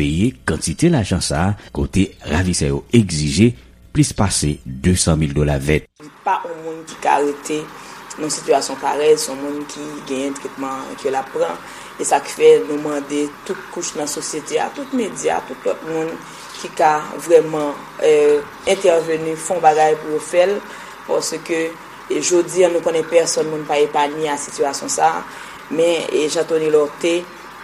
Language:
Haitian Creole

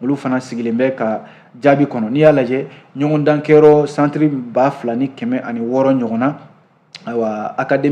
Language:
Bambara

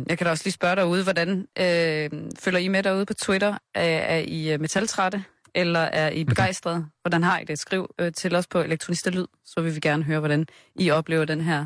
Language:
Danish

